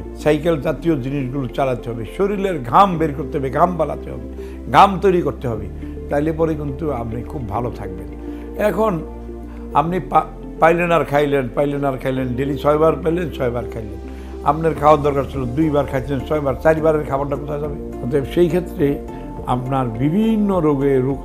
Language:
Bangla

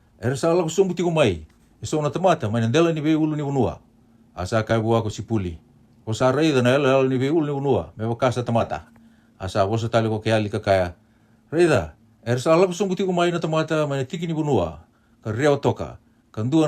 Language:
Fijian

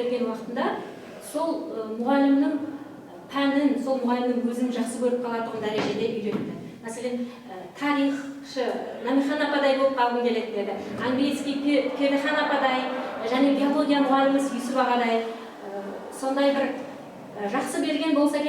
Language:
Kara-Kalpak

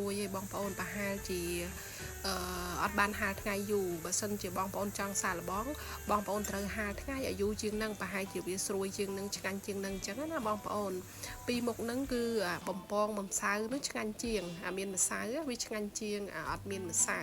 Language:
Khmer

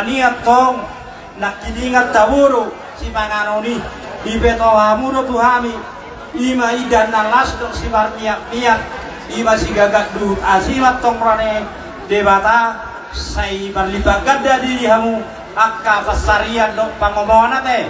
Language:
Batak Toba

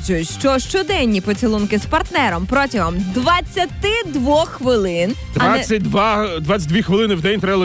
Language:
Ukrainian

